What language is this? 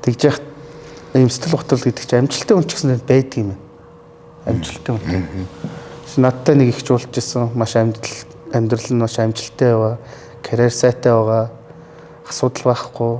Mongolian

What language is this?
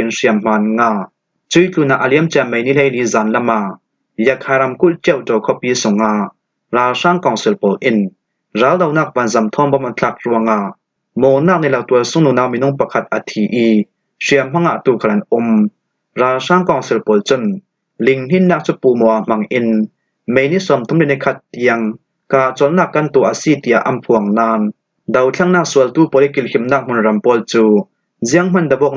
Falam Chin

